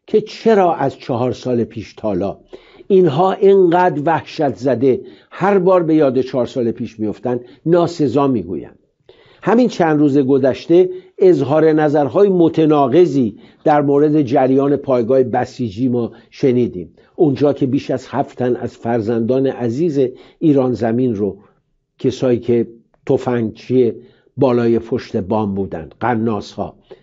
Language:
Persian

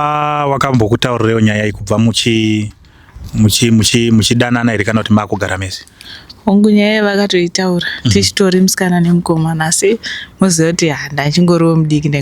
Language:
Shona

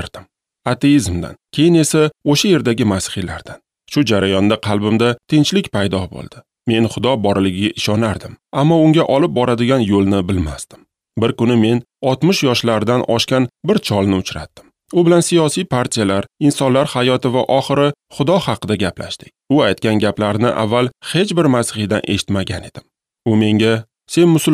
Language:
Uzbek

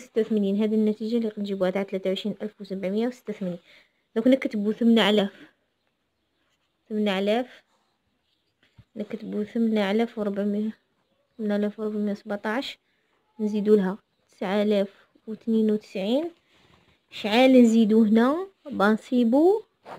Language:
Algerian Arabic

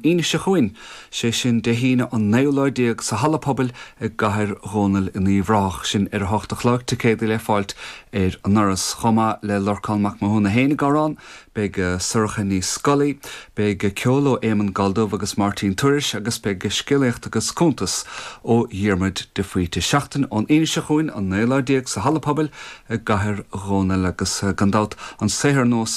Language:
Irish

